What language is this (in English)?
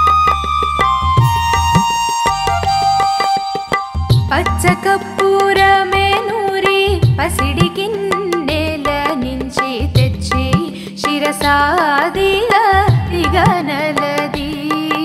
Telugu